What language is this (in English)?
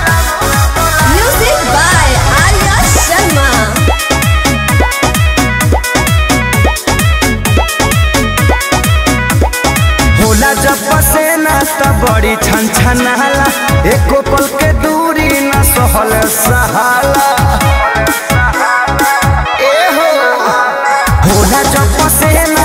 Bhojpuri